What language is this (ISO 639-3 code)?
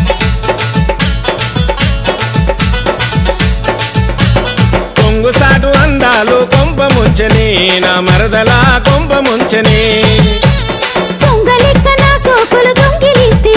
tel